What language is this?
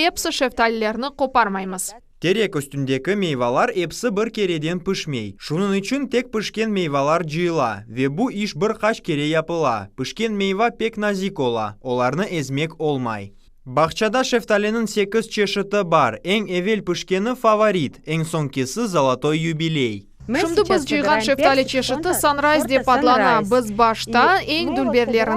Crimean Tatar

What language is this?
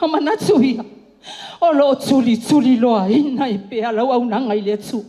Samoan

